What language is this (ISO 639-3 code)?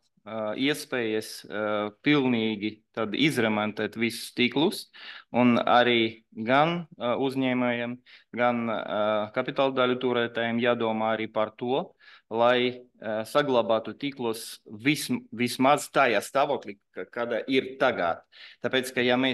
lav